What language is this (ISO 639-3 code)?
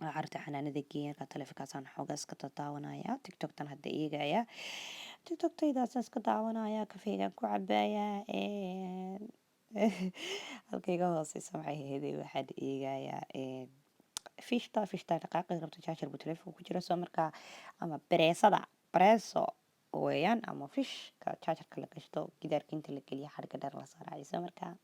som